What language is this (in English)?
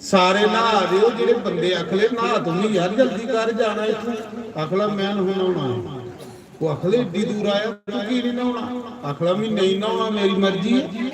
Dogri